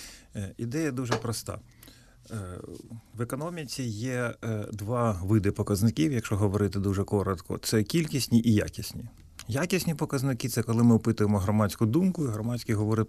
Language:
Ukrainian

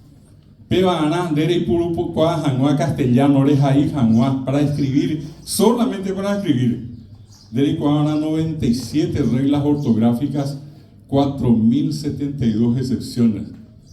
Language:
Guarani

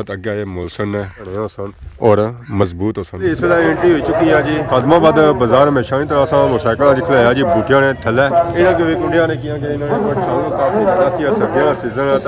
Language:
Pahari-Potwari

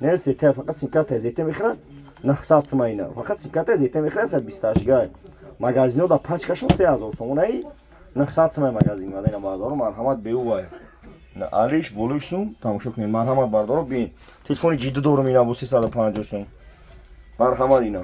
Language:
Tajik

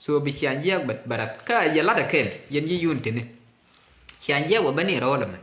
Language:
Nuer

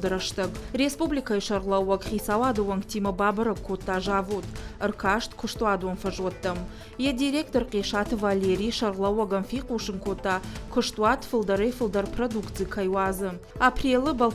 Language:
Ossetic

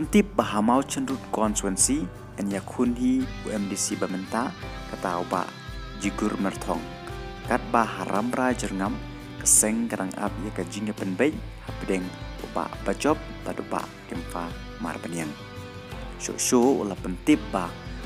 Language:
Khasi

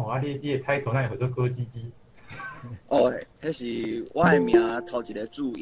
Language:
Min Nan Chinese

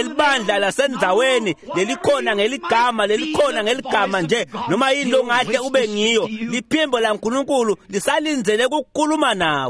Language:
Swati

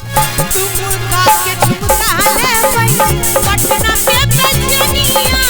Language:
Maithili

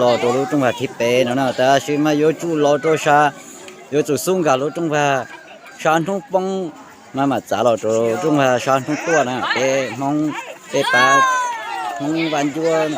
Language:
Hmong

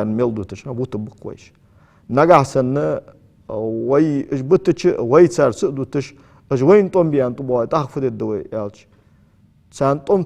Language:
Ingush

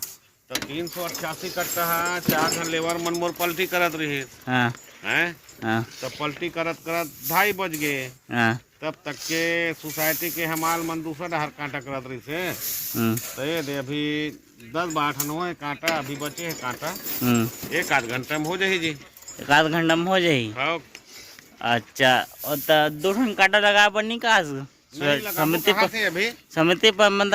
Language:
Chhattisgarhi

